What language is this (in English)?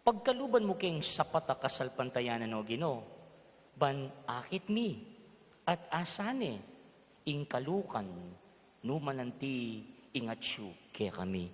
Pampanga